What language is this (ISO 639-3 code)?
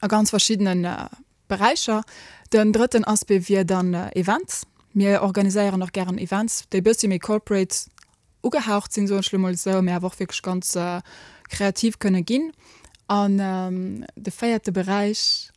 ltz